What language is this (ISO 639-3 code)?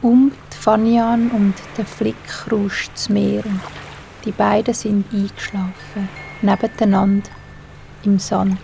gsw